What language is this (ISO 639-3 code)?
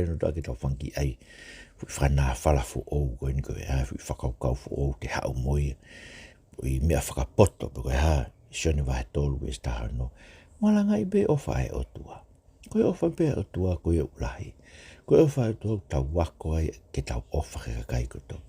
ton